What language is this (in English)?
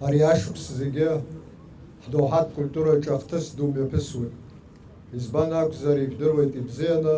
Abkhazian